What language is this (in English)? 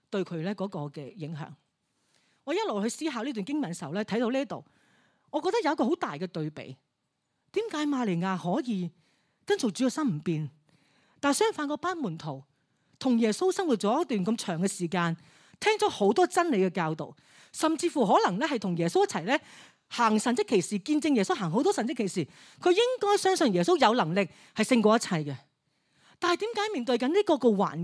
Cantonese